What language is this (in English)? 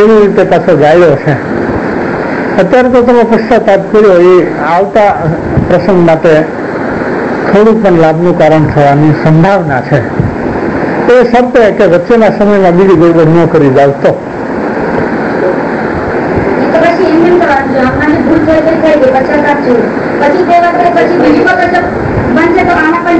Gujarati